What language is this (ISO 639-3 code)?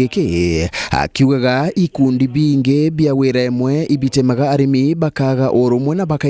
mer